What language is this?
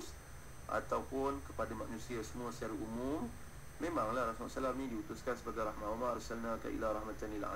Malay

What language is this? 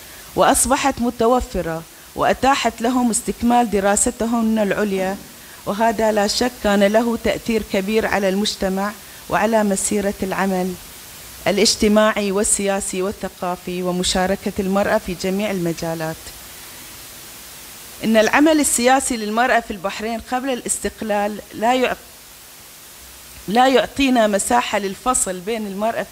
Arabic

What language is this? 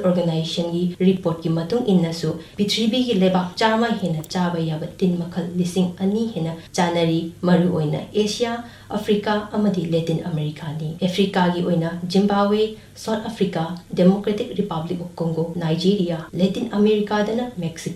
Manipuri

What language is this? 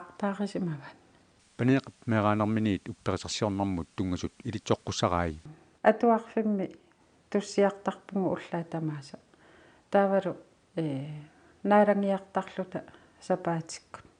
Kalaallisut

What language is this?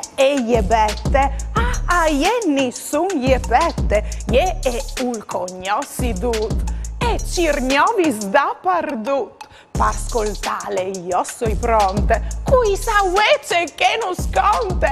Friulian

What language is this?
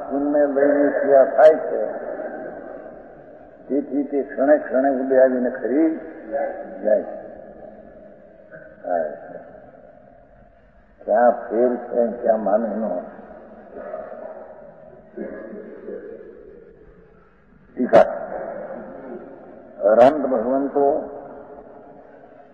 Gujarati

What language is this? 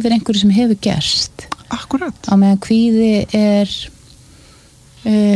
Icelandic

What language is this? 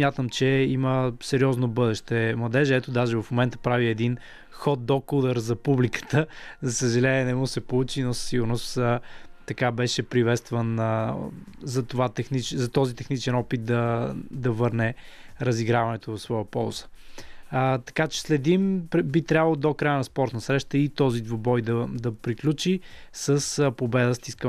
Bulgarian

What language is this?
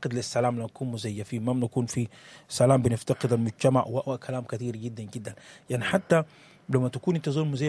Sudanese Arabic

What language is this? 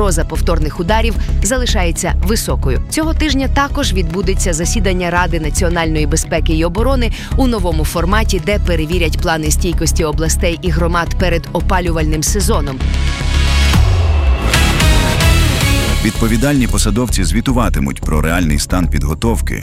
Ukrainian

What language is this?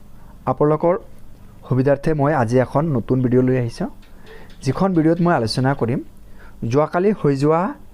Assamese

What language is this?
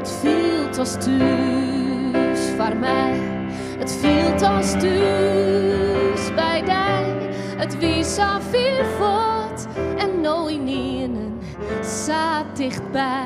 Western Frisian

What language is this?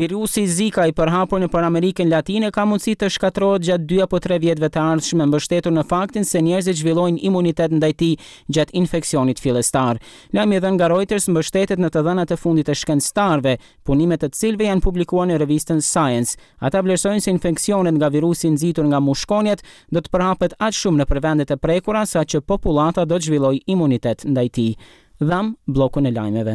Albanian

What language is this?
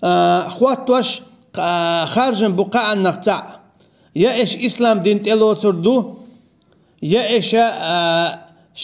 Chechen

